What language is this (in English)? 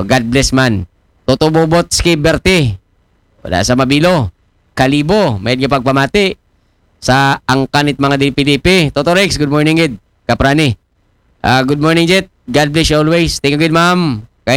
Aklanon